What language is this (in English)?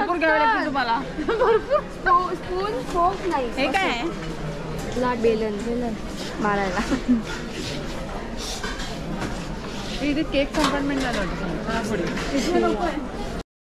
Marathi